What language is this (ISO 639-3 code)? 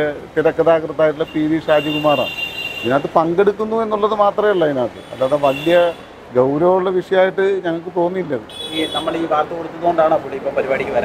mal